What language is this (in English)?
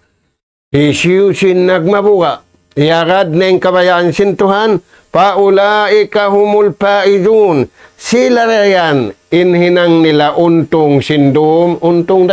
Tausug